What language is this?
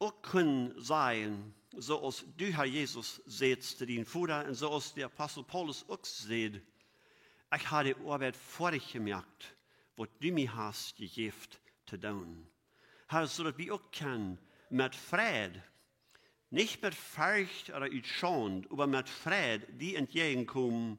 Plautdietsch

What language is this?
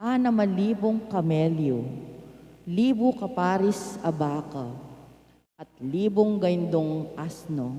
Pampanga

